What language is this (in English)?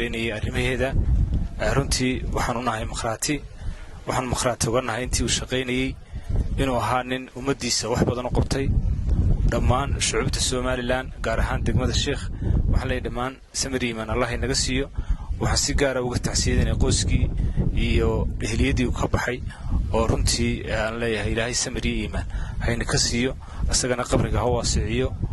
Somali